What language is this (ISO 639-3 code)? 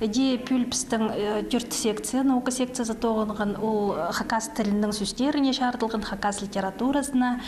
kjh